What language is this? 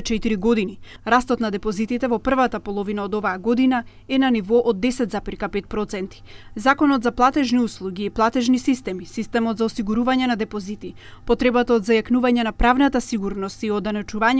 Macedonian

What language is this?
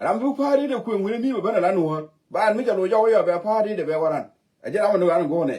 Nuer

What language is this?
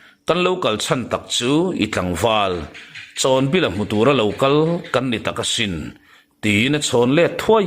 Mizo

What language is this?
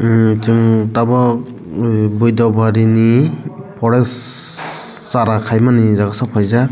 Kok Borok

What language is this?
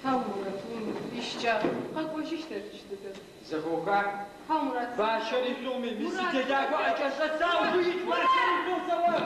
Adyghe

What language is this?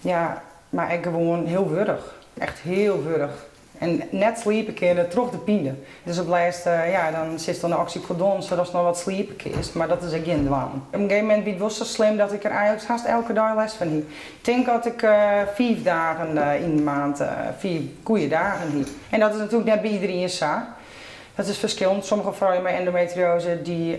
Western Frisian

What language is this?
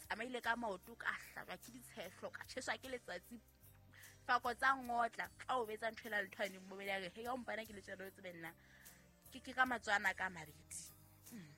Southern Sotho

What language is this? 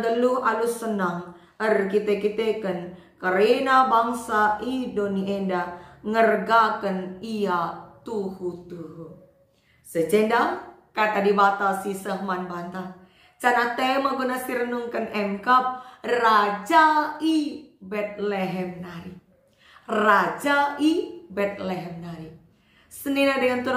Batak Karo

